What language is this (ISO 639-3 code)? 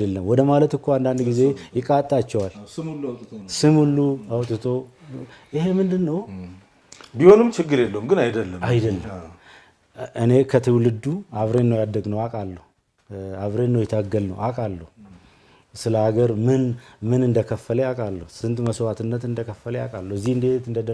amh